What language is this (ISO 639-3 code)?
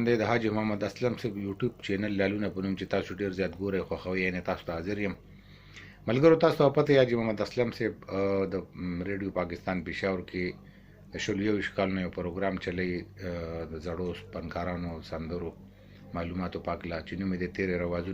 pus